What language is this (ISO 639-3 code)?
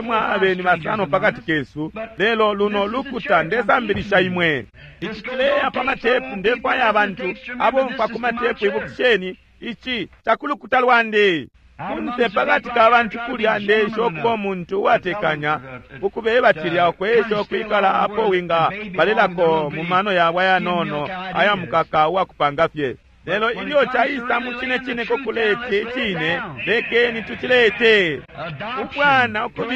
bem